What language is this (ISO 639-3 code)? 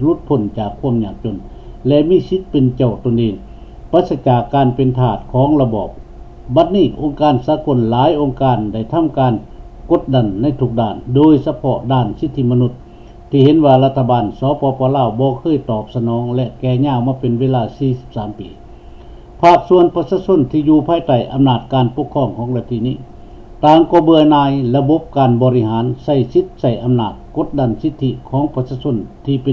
lao